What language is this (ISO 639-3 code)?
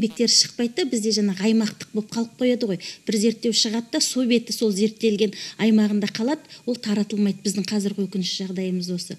kaz